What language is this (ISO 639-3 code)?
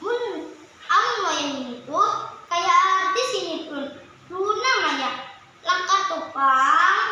bjn